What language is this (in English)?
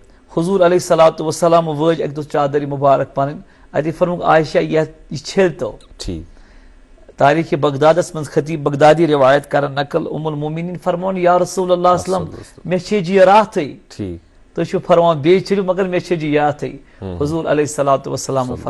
Kashmiri